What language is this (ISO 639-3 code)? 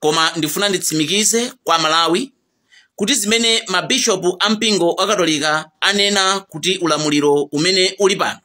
nya